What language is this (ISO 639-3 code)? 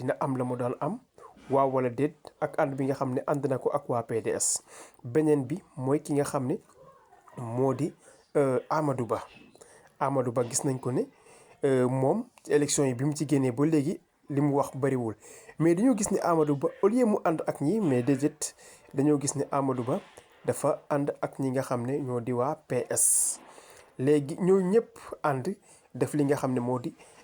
wol